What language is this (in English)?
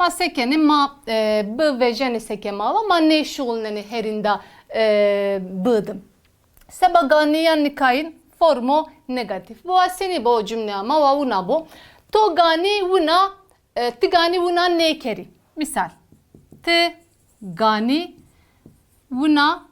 Zaza